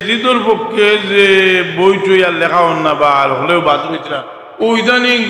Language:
Sylheti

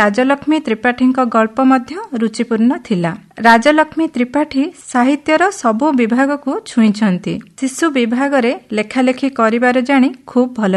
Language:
Odia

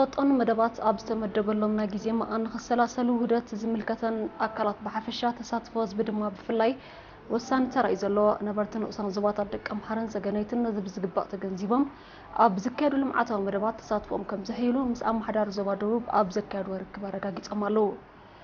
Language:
Tigrinya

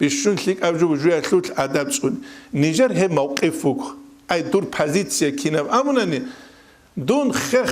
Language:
Avaric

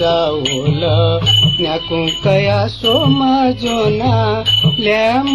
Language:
Newari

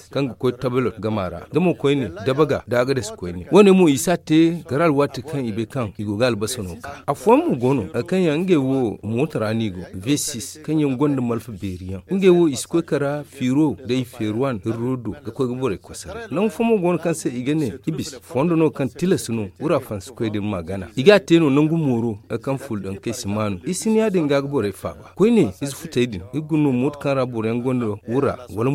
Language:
Zarma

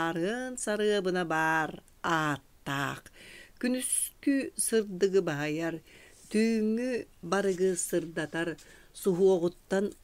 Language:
Yakut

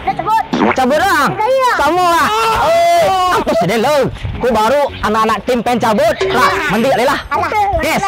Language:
Minangkabau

